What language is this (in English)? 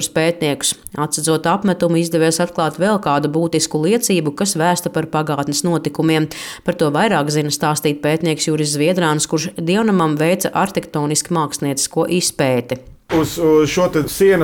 Latvian